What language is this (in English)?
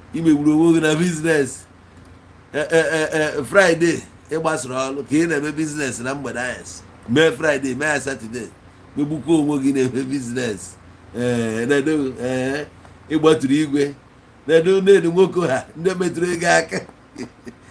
Igbo